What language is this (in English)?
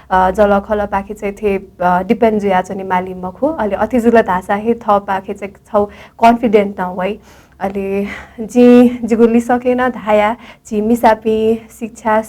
Newari